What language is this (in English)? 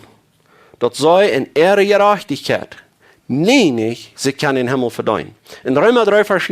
Plautdietsch